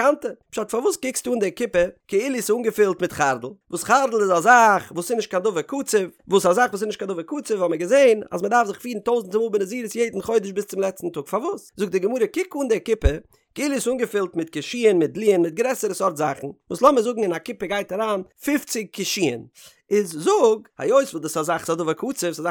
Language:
Yiddish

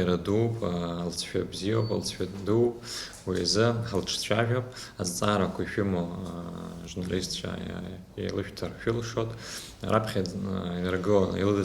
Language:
Abkhazian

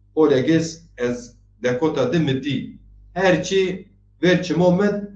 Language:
Zaza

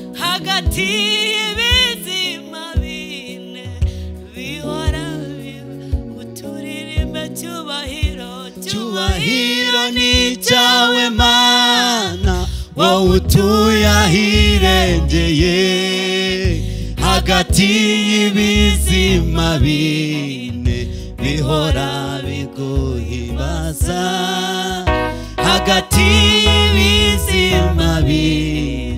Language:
Kinyarwanda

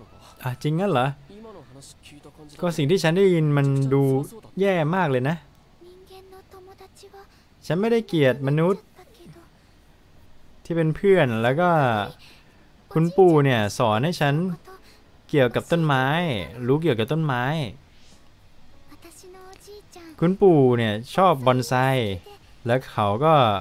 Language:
Thai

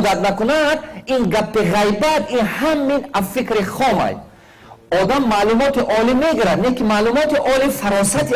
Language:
Tajik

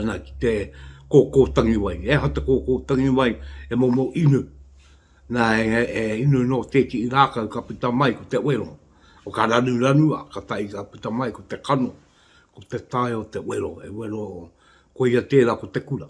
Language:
Māori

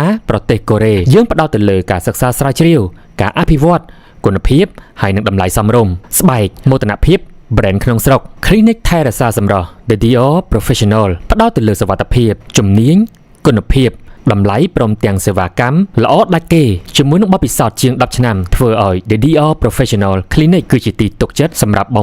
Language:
Khmer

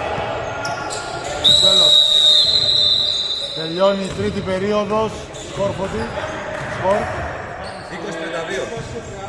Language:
Greek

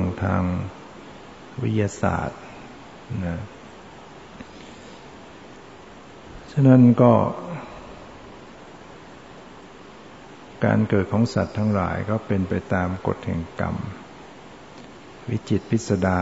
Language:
Thai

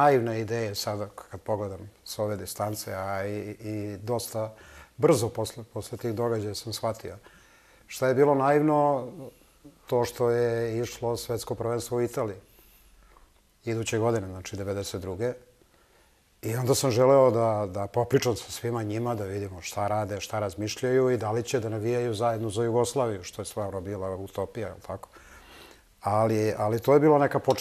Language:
Serbian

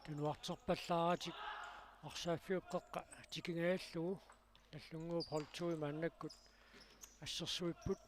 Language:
Kalaallisut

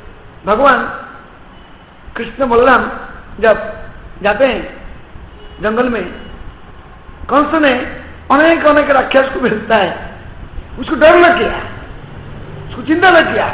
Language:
Hindi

